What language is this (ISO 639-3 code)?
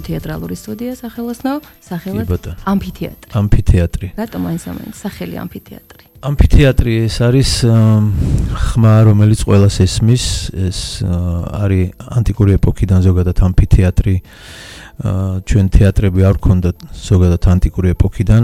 kat